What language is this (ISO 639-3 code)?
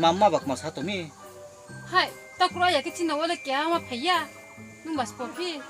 ria